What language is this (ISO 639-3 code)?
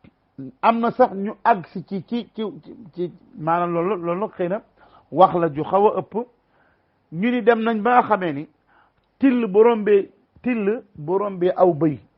wol